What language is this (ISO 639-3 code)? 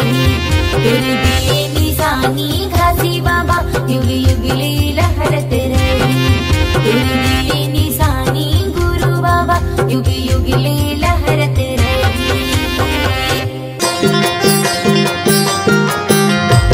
hne